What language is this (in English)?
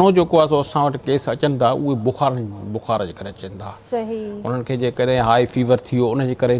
Sindhi